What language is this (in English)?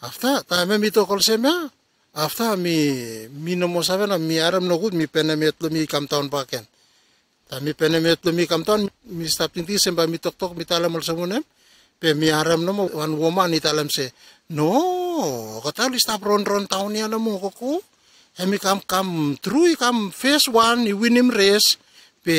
Bislama